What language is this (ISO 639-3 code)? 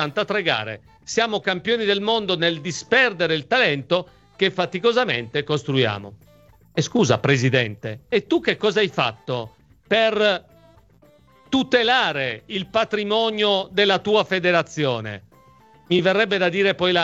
ita